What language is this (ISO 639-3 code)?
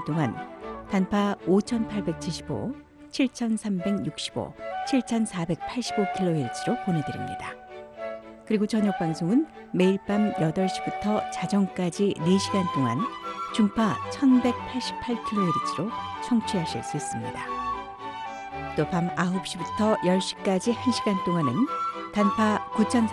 kor